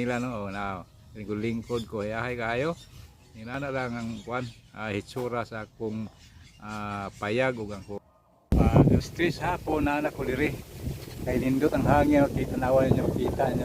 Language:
Cebuano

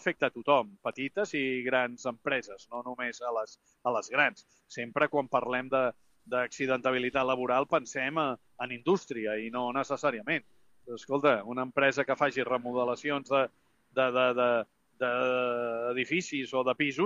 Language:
Catalan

